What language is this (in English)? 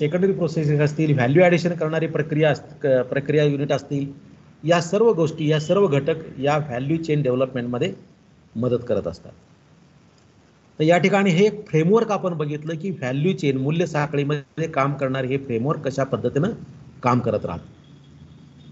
Marathi